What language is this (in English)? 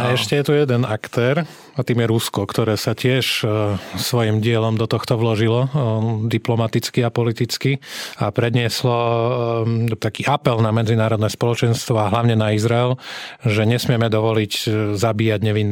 Slovak